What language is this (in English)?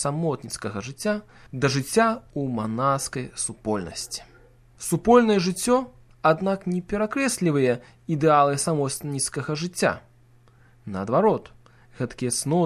Belarusian